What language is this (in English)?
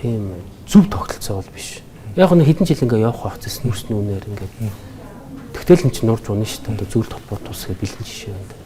Mongolian